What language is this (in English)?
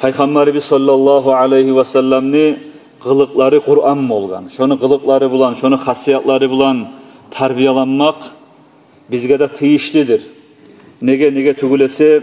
Kumyk